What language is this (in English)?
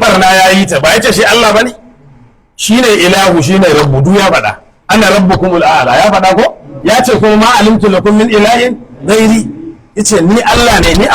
Hausa